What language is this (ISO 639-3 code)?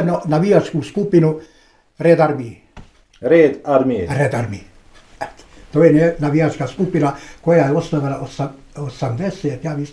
bos